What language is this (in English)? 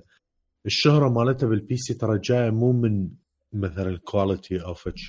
Mesopotamian Arabic